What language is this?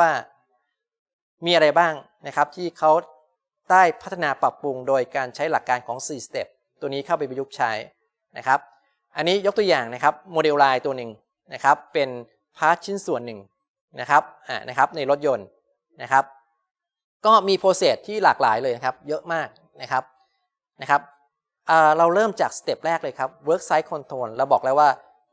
Thai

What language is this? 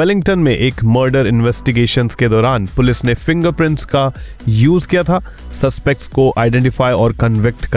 Hindi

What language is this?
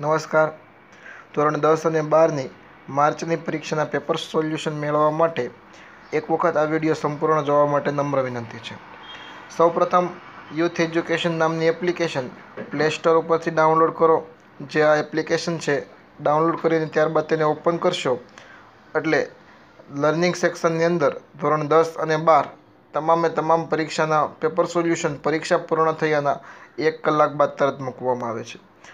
Gujarati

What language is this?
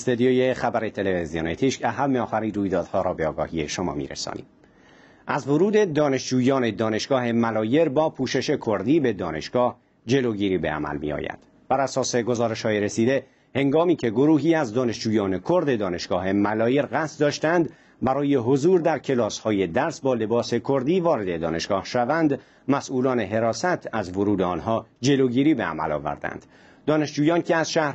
Persian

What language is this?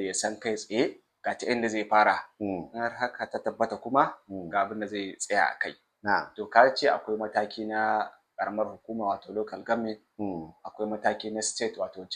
Hausa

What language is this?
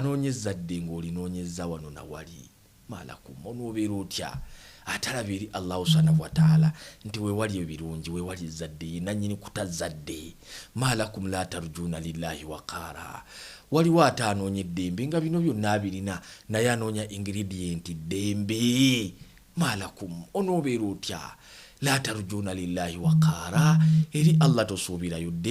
Ganda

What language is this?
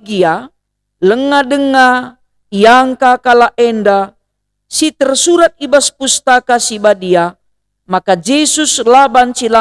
Batak Karo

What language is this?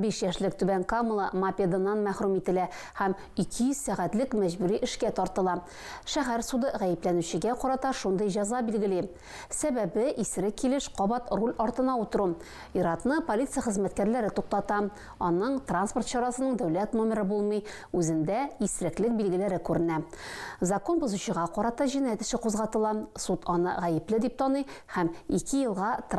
Tatar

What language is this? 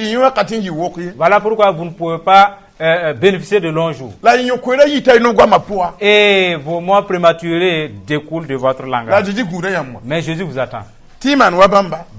Mossi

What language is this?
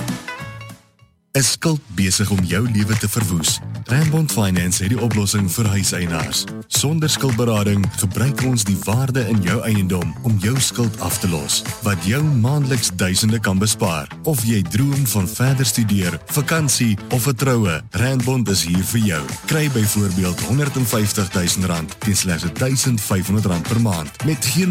Afrikaans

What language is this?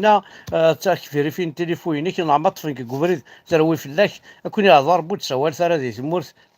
Kabyle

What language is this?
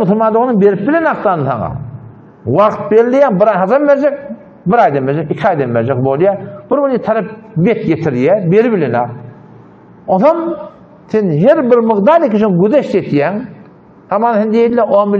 Turkmen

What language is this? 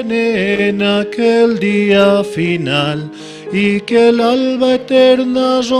South Bolivian Quechua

